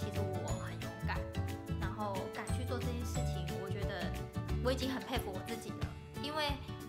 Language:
Chinese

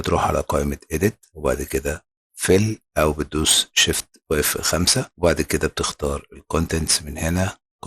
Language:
Egyptian Arabic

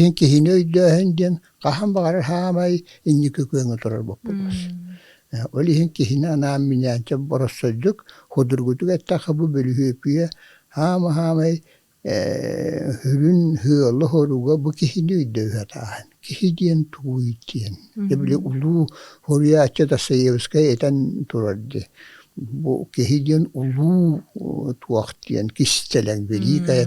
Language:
Yakut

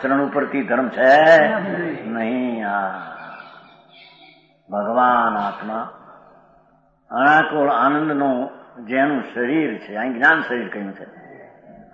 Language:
Gujarati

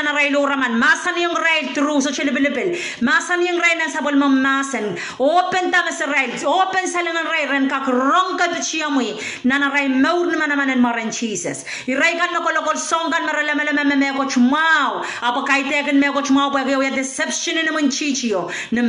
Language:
Pohnpeian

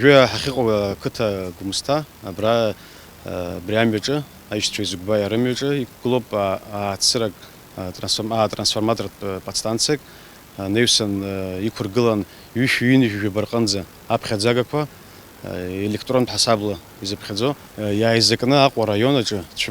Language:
Abkhazian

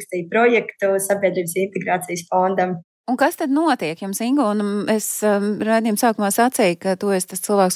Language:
Latvian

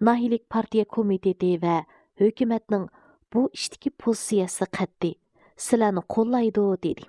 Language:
Uyghur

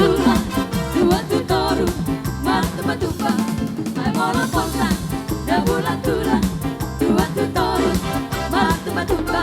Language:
Batak Toba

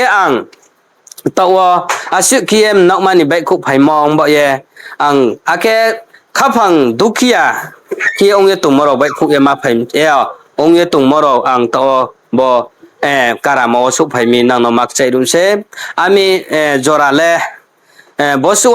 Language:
Riang (India)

